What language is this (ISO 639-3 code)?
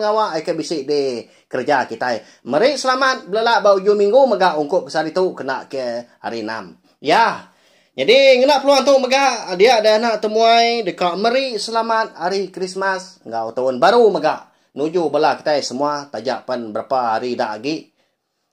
iba